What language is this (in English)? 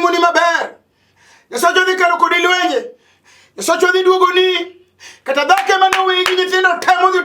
Luo (Kenya and Tanzania)